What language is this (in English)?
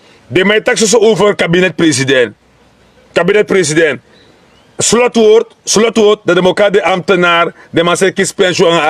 Sranan Tongo